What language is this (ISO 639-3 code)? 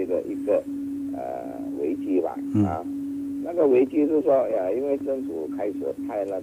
zho